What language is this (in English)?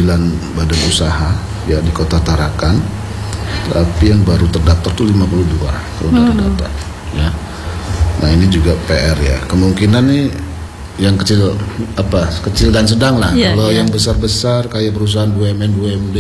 Indonesian